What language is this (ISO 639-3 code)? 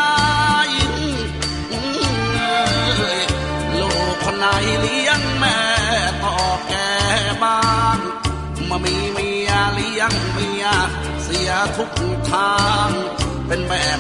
tha